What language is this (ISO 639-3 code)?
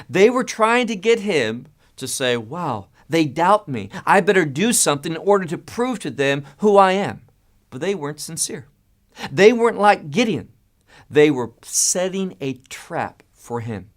eng